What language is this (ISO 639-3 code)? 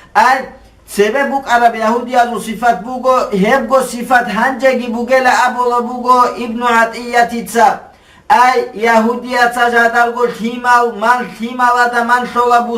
ava